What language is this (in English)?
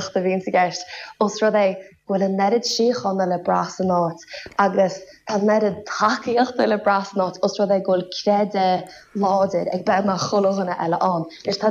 Irish